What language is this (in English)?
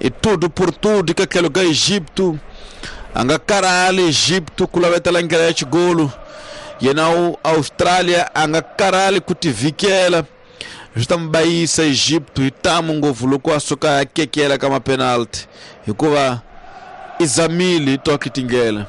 Tsonga